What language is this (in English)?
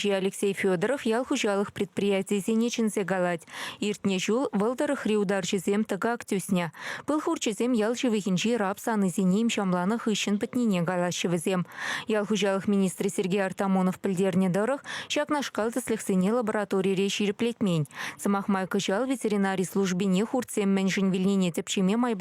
Chuvash